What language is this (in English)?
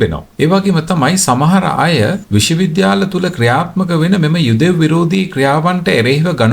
Sinhala